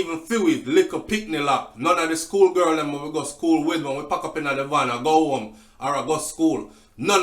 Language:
Jamaican Creole English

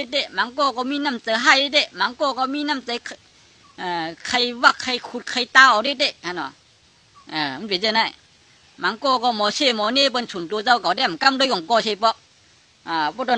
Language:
Shan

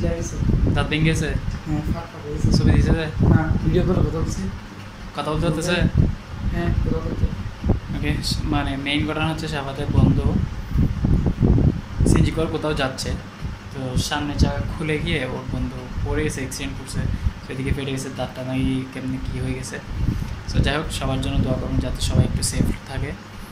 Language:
Bangla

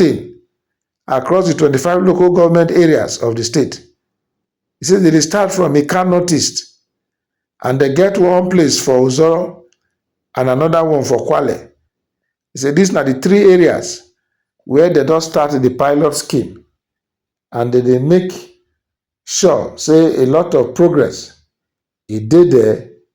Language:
Nigerian Pidgin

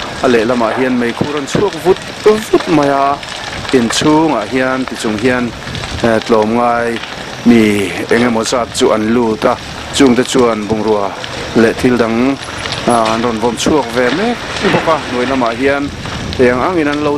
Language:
Mizo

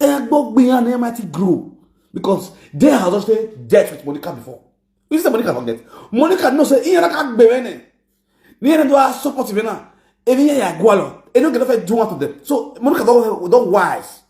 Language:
Nigerian Pidgin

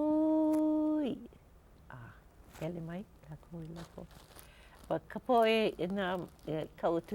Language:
Hawaiian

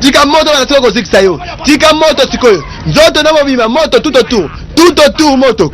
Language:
Lingala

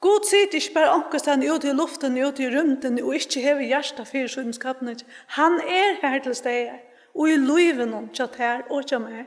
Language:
Faroese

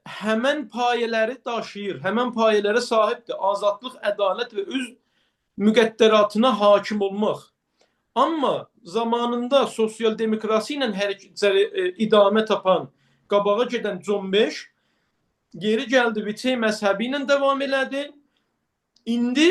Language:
Azerbaijani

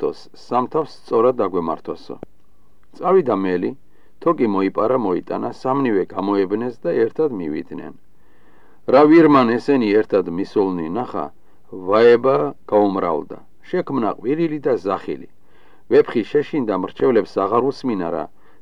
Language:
Georgian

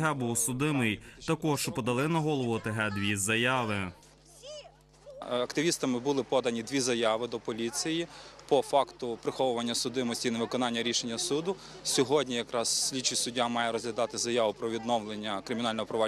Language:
Ukrainian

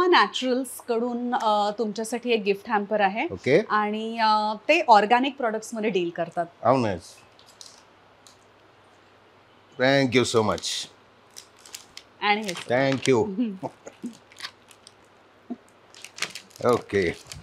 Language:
Marathi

